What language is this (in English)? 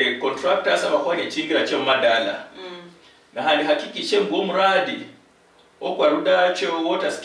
Luyia